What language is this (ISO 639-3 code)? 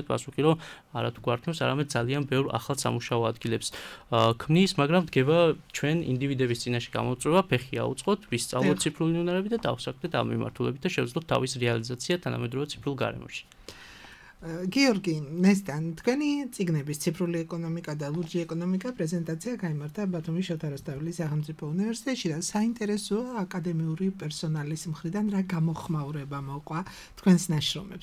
kat